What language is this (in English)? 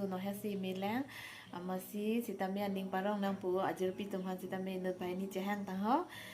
Karbi